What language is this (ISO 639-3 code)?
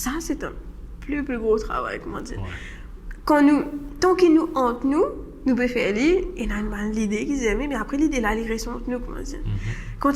mfe